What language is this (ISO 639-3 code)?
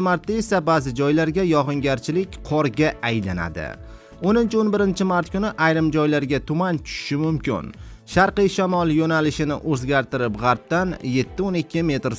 uzb